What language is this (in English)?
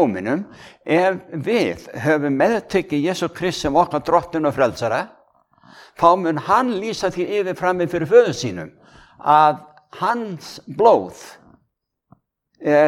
Icelandic